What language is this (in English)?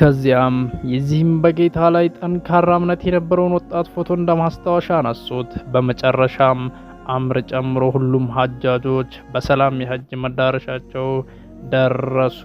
Amharic